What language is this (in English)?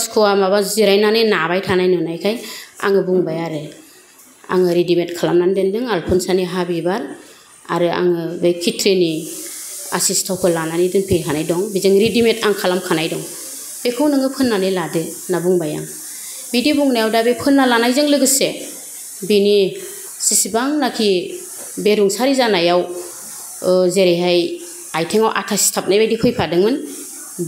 Bodo